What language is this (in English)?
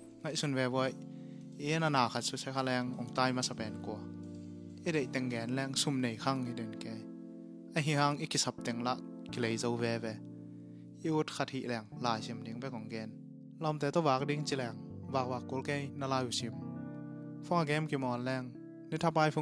Tedim Chin